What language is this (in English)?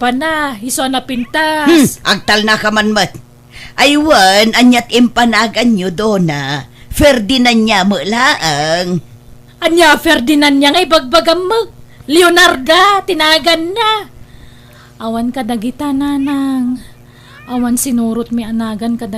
Iloko